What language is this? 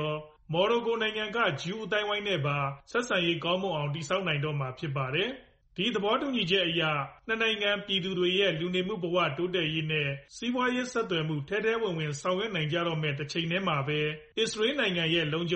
Burmese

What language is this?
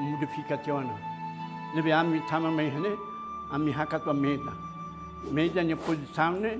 Tetum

